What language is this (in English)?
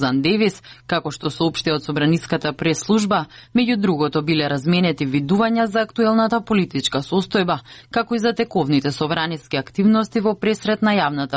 Macedonian